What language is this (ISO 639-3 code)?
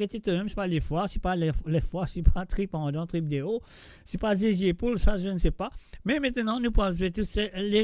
mfe